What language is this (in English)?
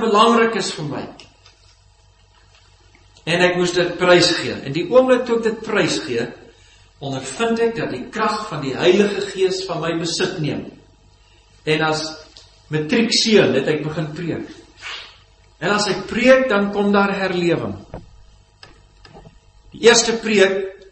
Afrikaans